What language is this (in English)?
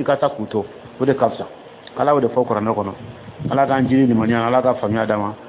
Dyula